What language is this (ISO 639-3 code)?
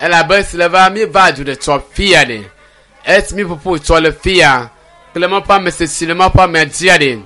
ewe